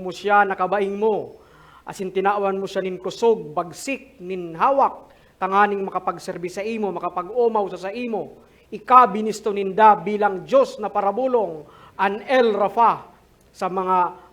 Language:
Bikol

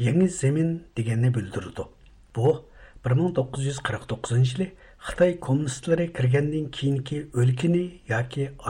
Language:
Uyghur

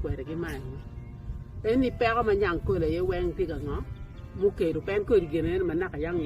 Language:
Acoli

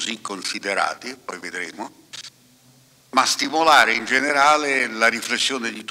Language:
Italian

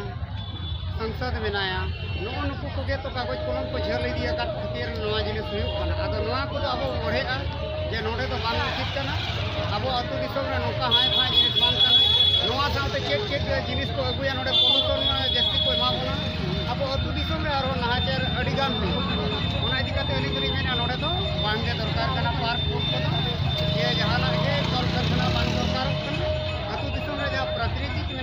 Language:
Santali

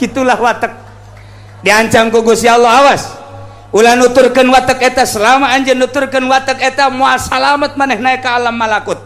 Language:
Sundanese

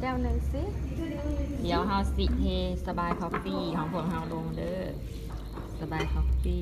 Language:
Lao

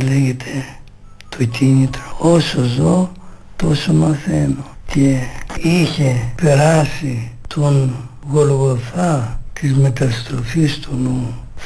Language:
Greek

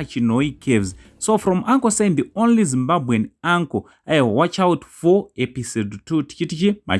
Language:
Shona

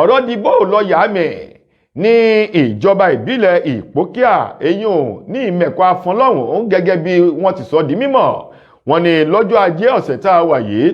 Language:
Yoruba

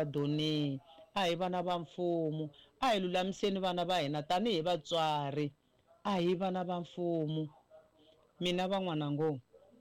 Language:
Tsonga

